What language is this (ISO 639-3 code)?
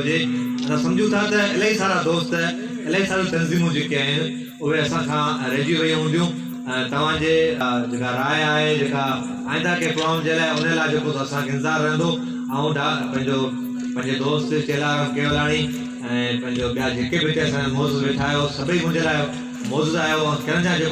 snd